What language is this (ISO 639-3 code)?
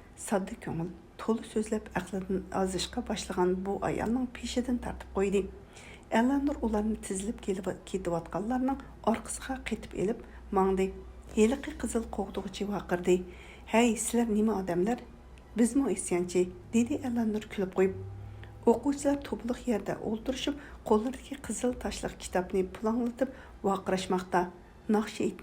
uig